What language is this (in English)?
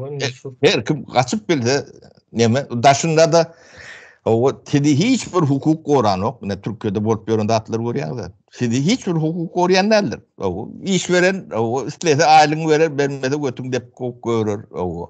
Turkmen